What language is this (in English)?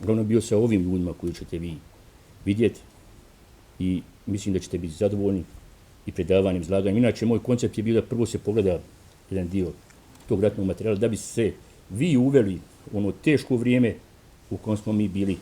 Bosnian